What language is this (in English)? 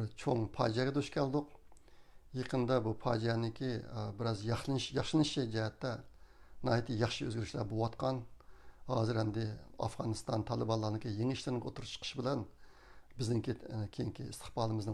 Uyghur